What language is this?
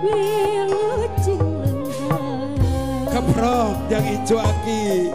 Sundanese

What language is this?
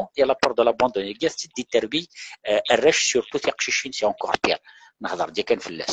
Kabyle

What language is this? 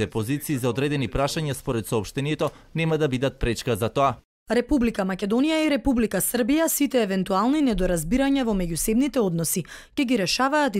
Macedonian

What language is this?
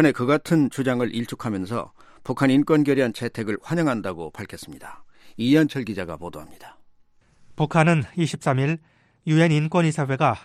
Korean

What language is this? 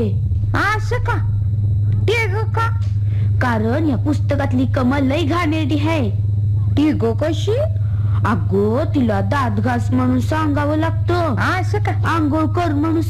Marathi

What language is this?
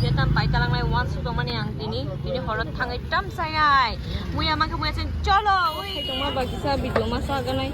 Kok Borok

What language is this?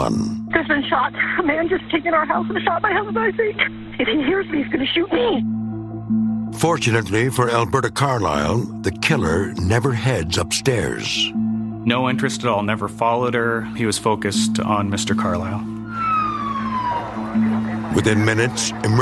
English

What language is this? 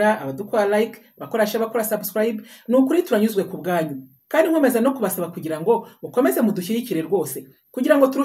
Kinyarwanda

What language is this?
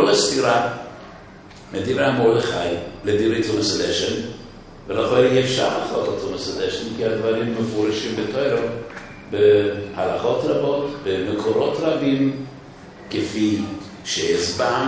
Hebrew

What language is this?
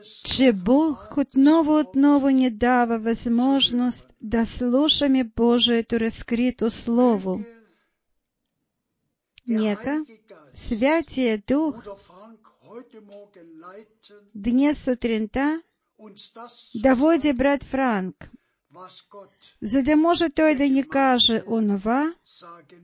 Bulgarian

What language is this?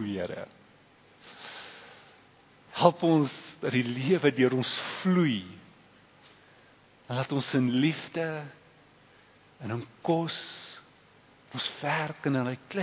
Afrikaans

